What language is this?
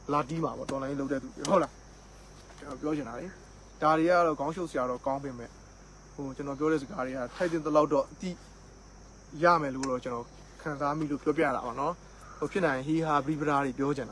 Burmese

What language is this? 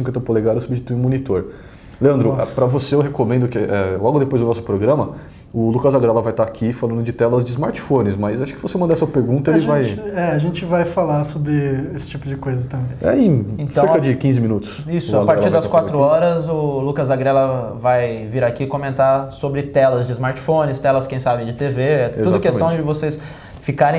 Portuguese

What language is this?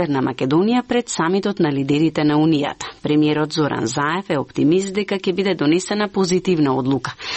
Macedonian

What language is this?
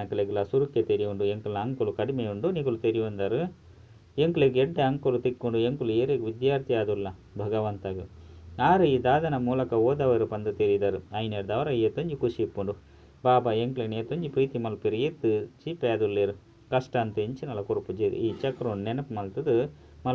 Tulu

